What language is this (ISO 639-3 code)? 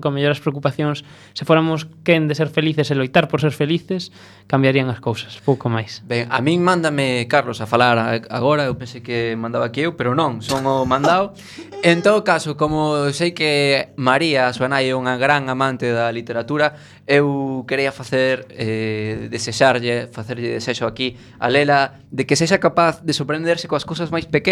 glg